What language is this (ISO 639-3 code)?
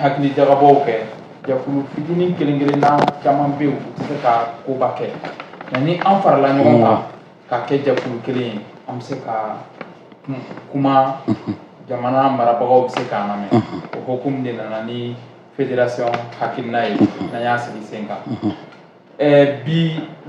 bam